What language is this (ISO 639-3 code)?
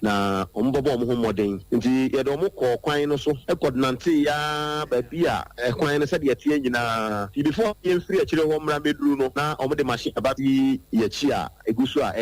aka